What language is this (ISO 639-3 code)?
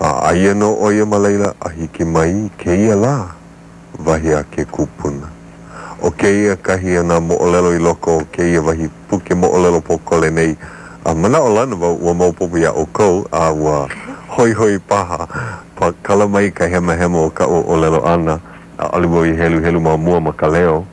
haw